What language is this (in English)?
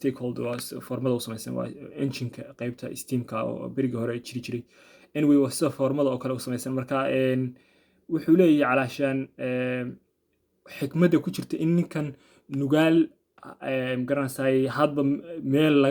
Somali